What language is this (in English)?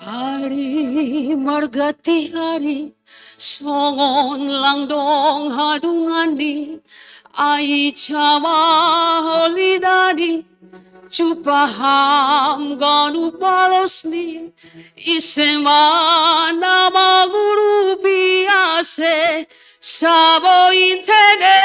Batak Simalungun